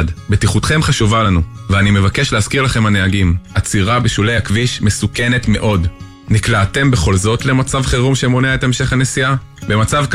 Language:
Hebrew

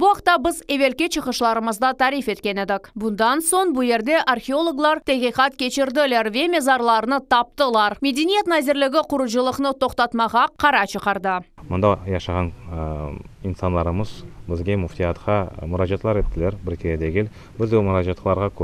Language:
Crimean Tatar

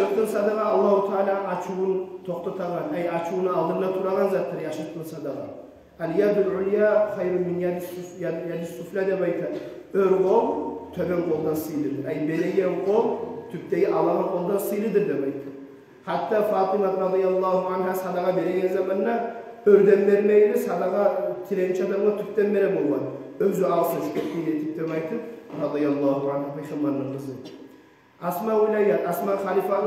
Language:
Kumyk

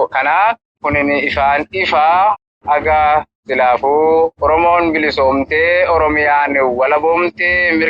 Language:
Oromo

